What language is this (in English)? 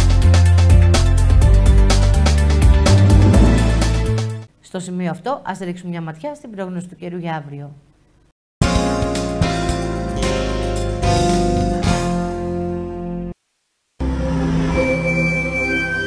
Greek